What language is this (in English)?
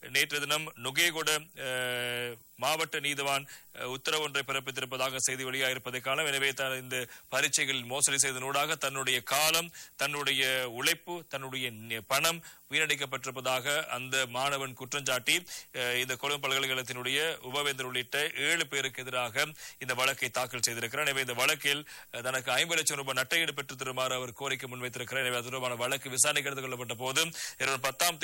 Tamil